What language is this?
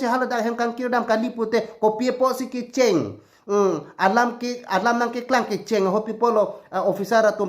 Karbi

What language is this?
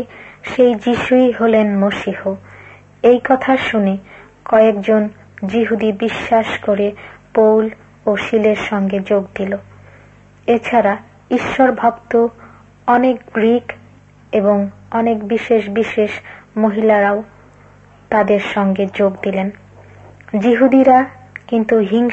Bangla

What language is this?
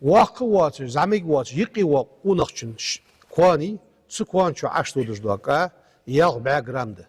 Ingush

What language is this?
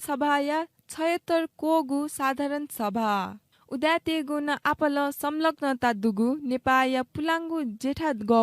Newari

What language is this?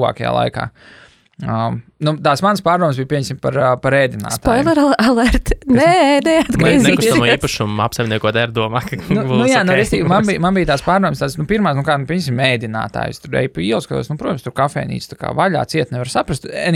Latvian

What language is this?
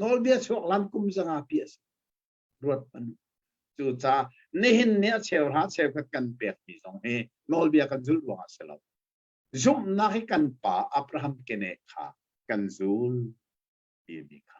Hakha Chin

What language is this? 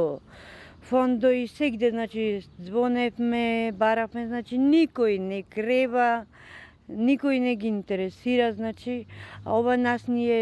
Macedonian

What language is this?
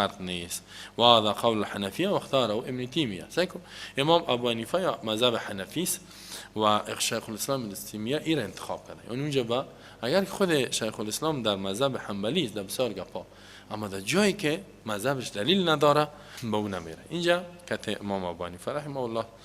Persian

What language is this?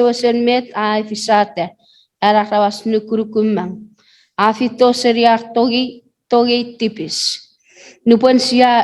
Chuukese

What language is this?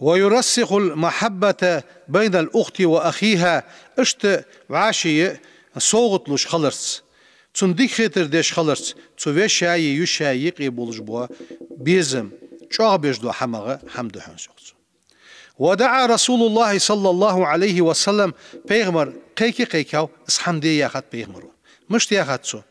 Ingush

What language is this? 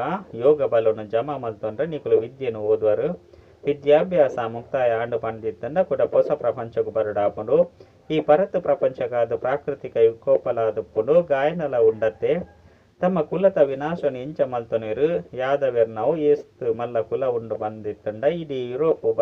Tulu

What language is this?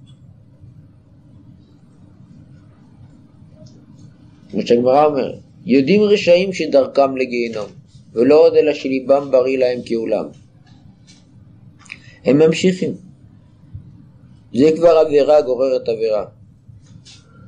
Hebrew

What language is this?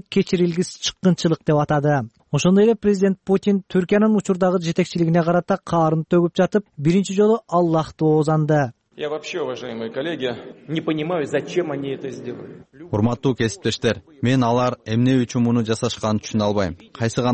Kyrgyz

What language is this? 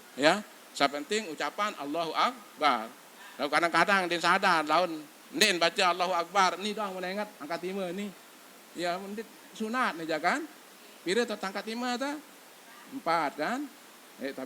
Sasak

